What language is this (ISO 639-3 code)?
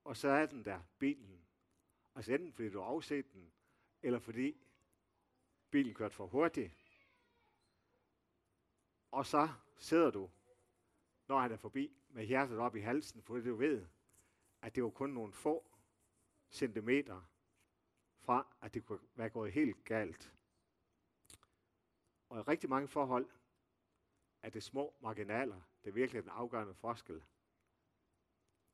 dan